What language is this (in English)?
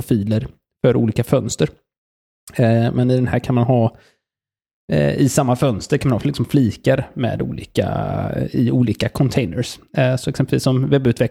Swedish